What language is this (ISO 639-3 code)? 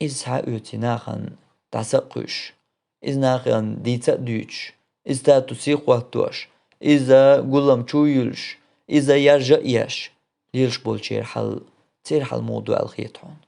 che